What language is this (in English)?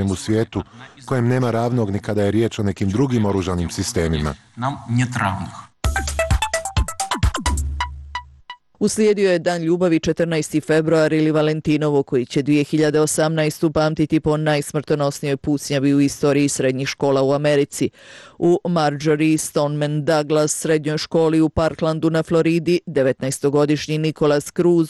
Bosnian